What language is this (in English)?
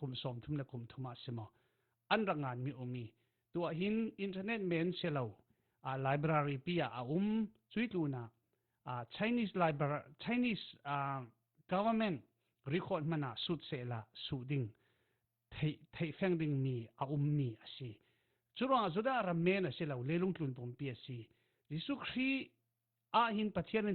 Falam Chin